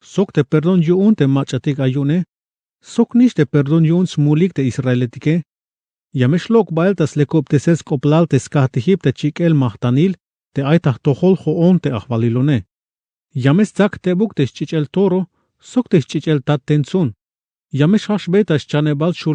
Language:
Tzeltal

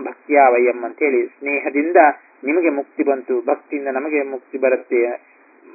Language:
Kannada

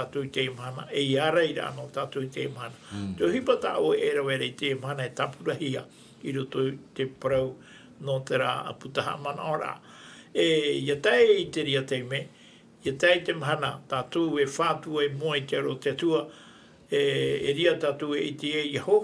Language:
Tahitian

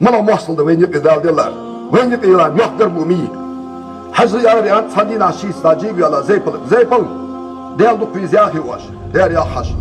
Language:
Ingush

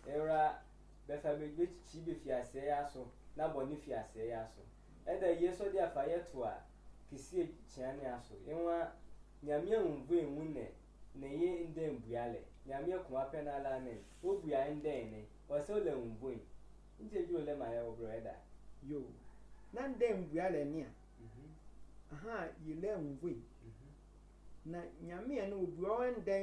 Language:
Sehwi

